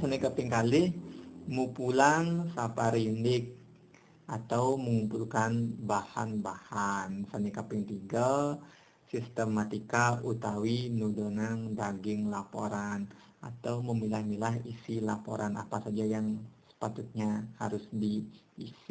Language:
Balinese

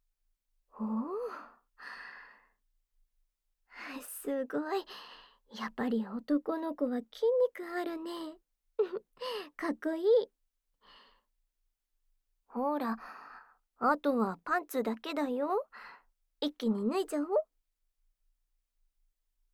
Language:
Japanese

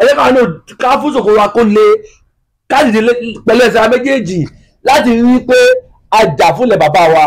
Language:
Yoruba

